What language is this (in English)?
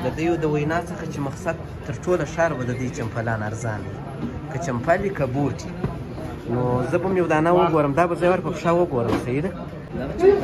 Pashto